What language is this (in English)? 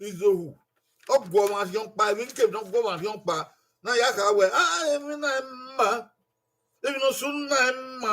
Bini